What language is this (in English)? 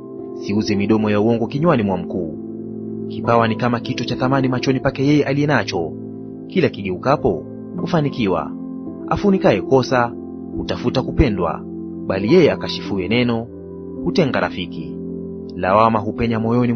Swahili